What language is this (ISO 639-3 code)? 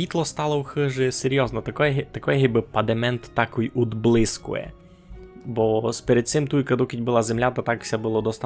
rue